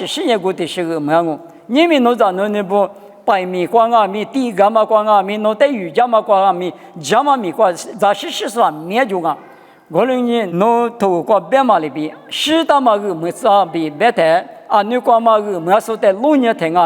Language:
Lisu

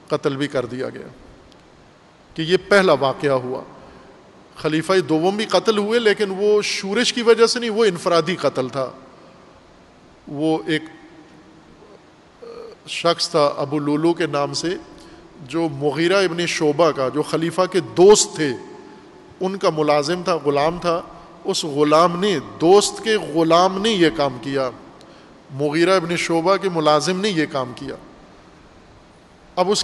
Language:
Urdu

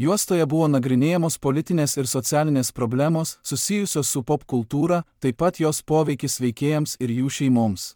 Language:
Lithuanian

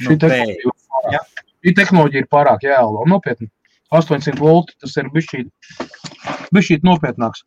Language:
Latvian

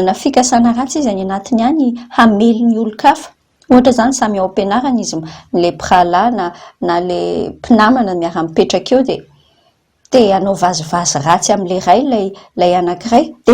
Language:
Malagasy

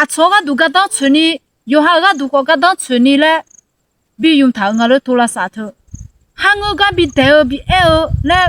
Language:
Akha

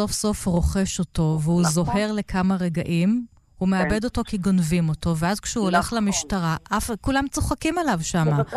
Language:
Hebrew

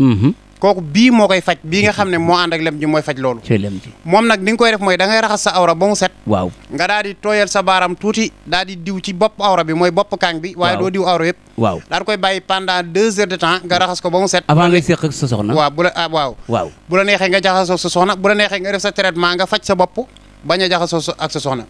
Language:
Wolof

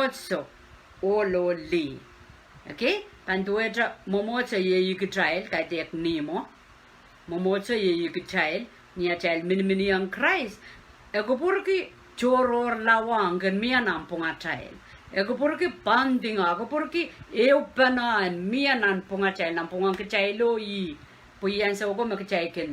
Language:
Pohnpeian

